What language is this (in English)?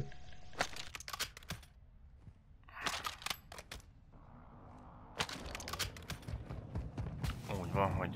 Hungarian